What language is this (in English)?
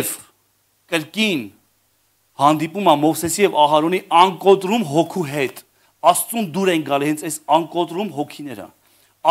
Armenian